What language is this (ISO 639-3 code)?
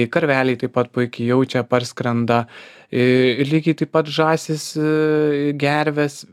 lit